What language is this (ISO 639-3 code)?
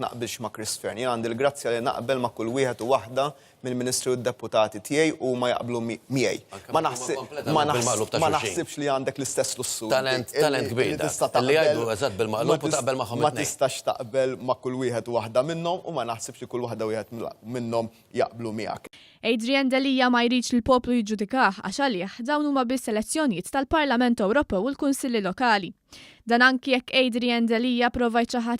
mlt